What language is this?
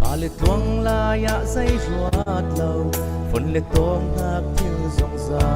Falam Chin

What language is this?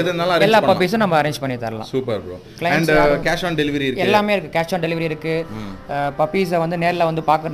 Tamil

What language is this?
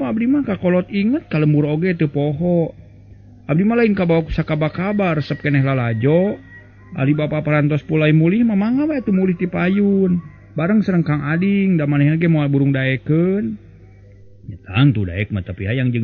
Sundanese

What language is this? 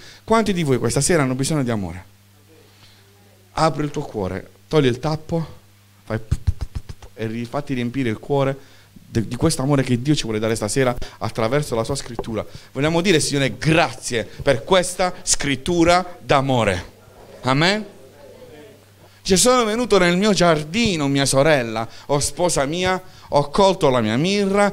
Italian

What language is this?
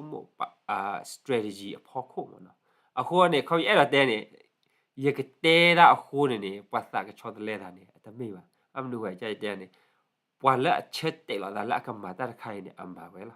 S'gaw Karen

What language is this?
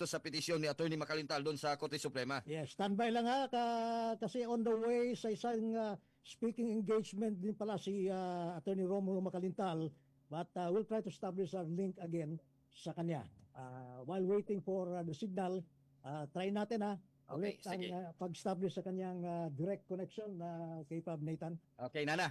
Filipino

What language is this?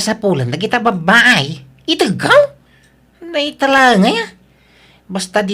Iloko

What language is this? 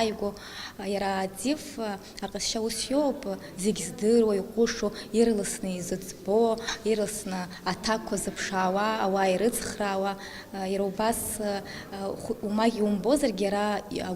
Abkhazian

